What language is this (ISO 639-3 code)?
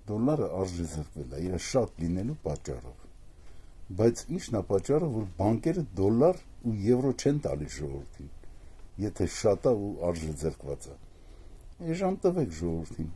hye